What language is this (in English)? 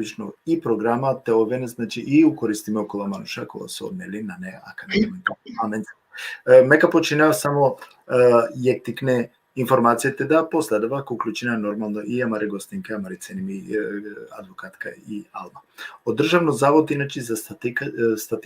Balkan Romani